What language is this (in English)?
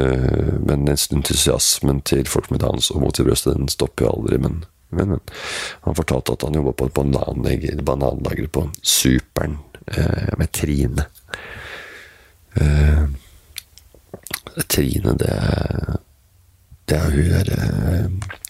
Norwegian